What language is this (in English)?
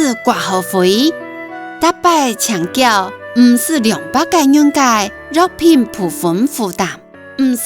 Hakka Chinese